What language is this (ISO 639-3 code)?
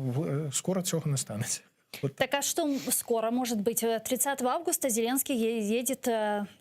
crh